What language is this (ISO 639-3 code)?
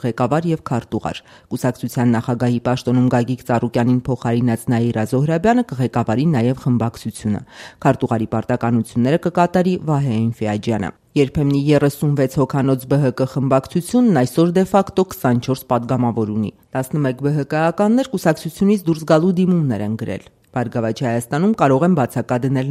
hye